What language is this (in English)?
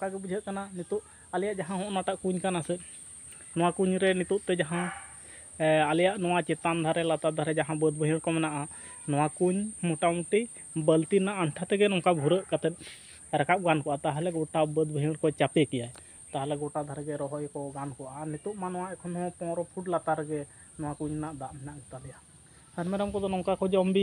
Santali